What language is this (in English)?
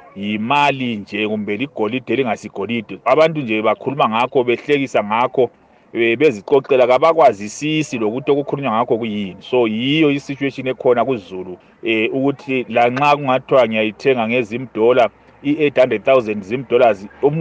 North Ndebele